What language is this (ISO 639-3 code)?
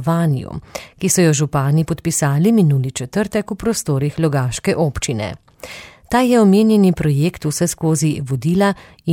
slv